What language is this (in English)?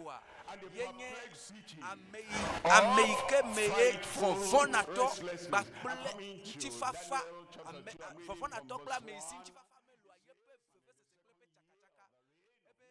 Ewe